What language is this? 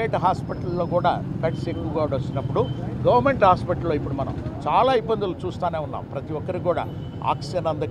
Telugu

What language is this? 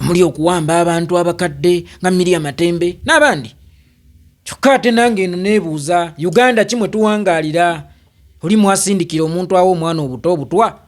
Ganda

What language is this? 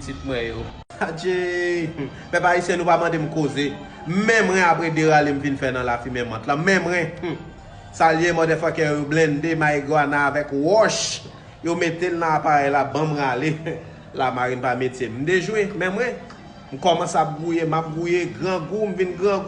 Haitian Creole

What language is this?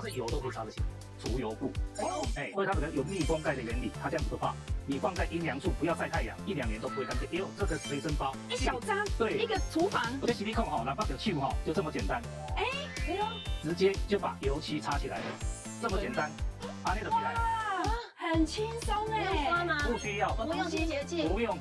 Chinese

